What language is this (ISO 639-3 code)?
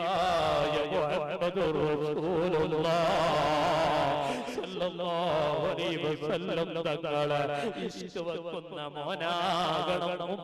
mal